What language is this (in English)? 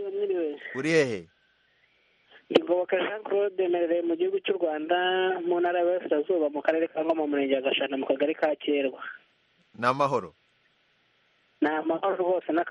Kinyarwanda